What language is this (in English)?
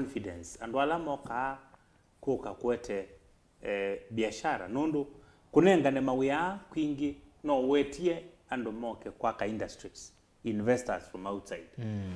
Kamba